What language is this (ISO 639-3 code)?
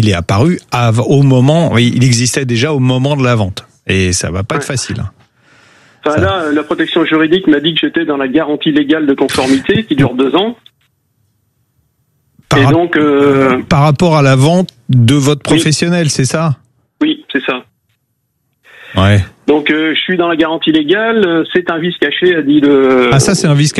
fra